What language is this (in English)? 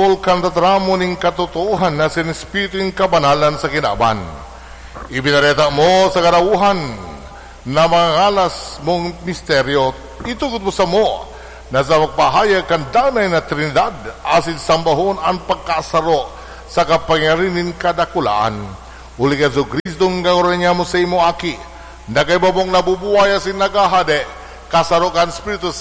Bikol